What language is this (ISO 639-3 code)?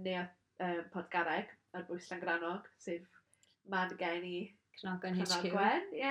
cym